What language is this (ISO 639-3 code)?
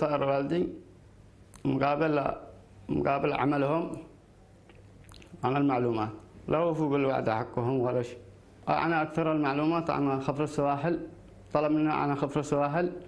ara